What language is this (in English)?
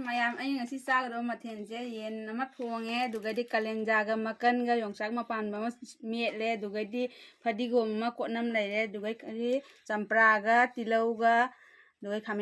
Manipuri